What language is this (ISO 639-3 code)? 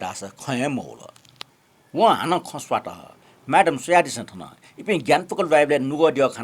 new